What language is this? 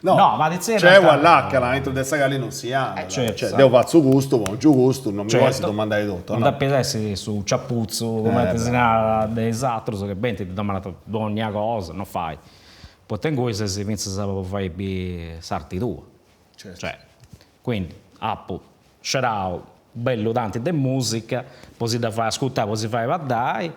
Sardinian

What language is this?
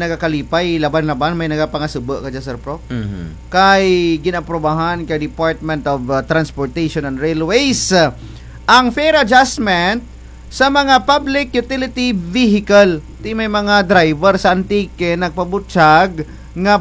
Kinaray-a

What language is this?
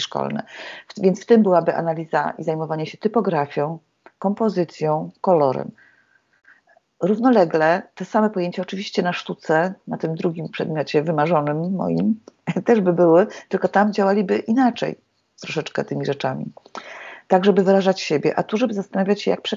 Polish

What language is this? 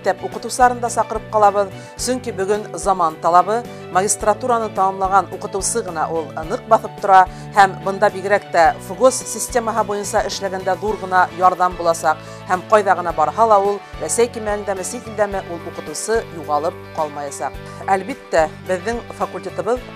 Bashkir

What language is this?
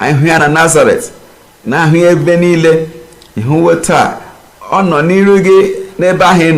Igbo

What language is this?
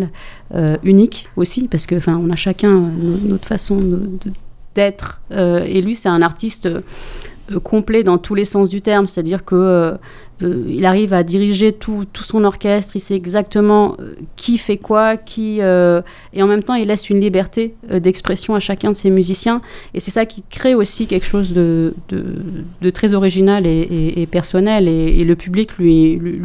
French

